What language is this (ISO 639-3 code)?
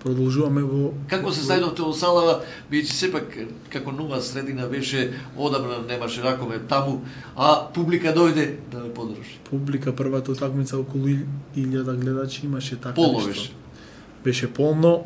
mkd